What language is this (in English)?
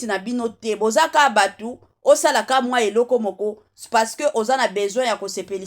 Lingala